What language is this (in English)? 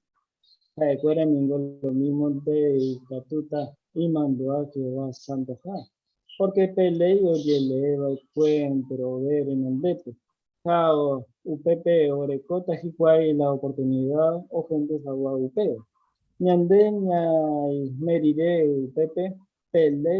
Guarani